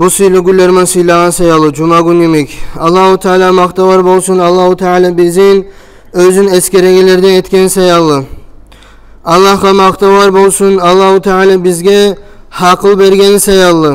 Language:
Kumyk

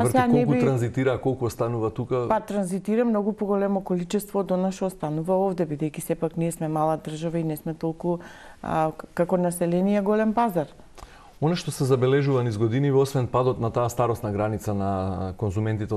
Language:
Macedonian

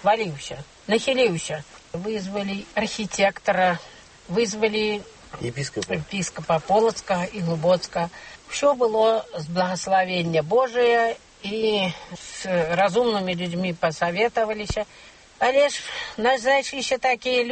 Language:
Belarusian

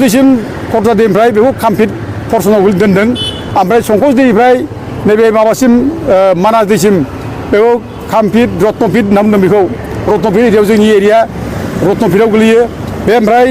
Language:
Bodo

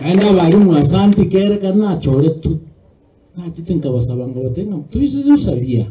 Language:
Gusii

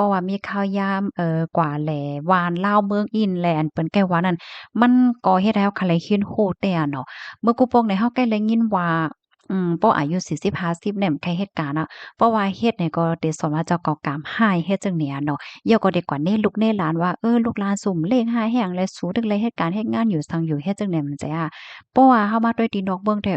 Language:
Shan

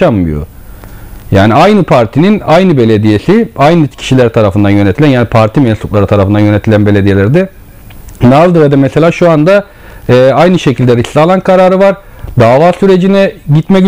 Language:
Turkish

